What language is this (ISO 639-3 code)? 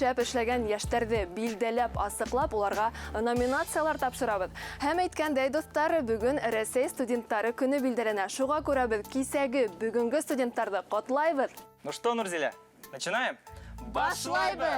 bak